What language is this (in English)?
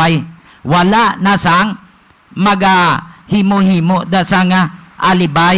Hiligaynon